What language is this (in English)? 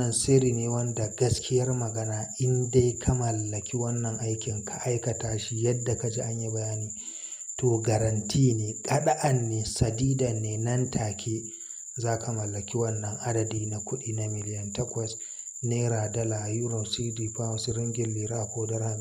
Hausa